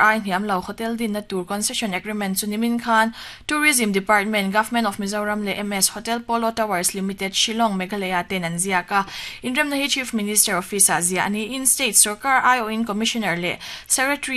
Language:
Mizo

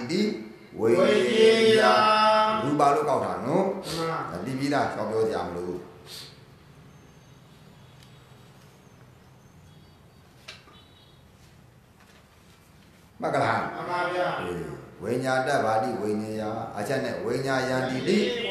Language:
Burmese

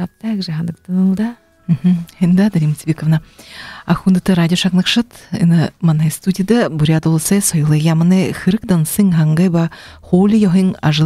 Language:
Buriat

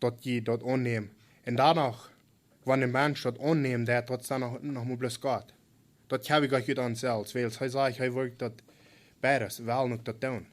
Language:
Plautdietsch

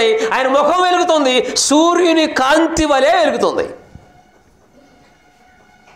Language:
Telugu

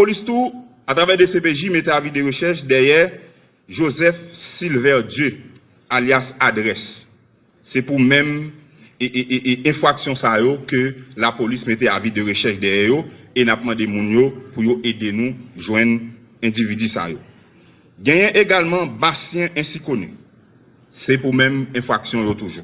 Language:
Haitian Creole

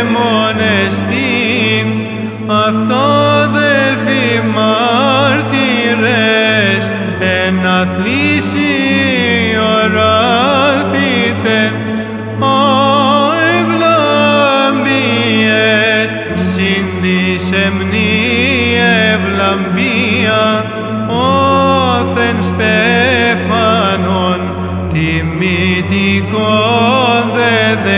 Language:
Greek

